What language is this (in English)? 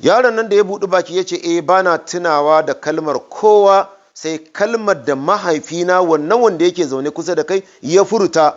Hausa